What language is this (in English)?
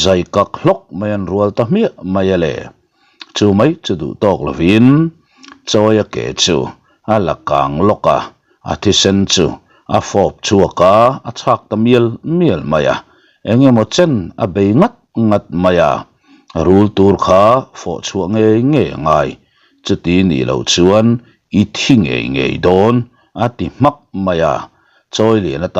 Mizo